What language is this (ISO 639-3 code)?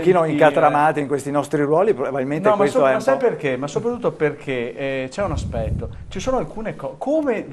ita